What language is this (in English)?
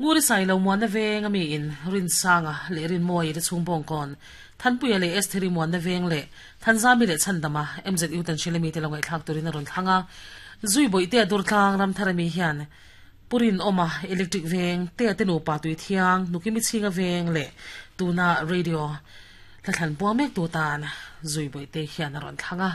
Mizo